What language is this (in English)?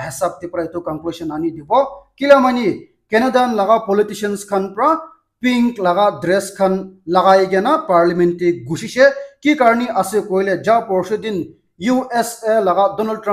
Naga Pidgin